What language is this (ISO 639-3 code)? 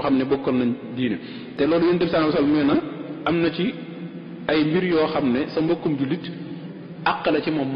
wol